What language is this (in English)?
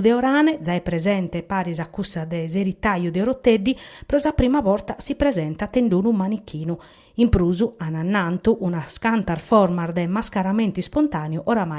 Sardinian